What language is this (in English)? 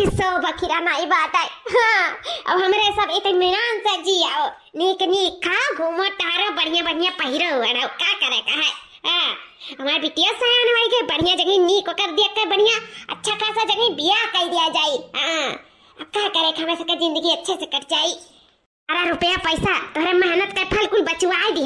Awadhi